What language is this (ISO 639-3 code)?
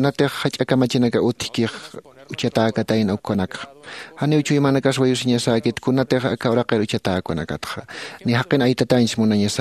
aym